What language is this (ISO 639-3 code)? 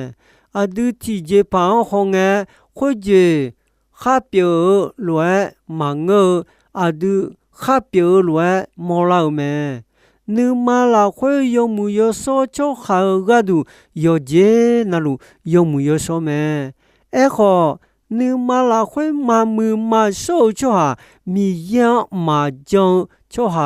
ahk